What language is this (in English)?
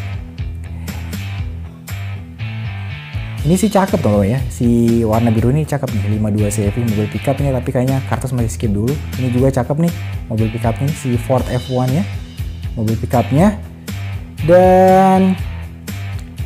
Indonesian